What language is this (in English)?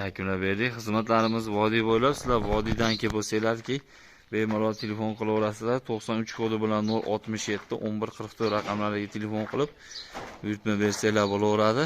Uzbek